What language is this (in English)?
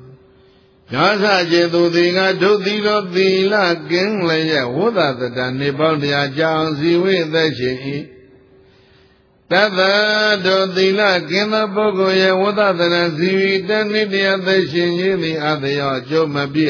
Burmese